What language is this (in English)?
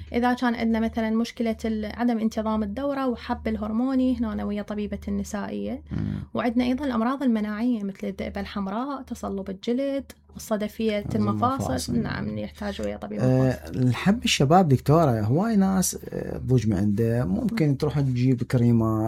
Mesopotamian Arabic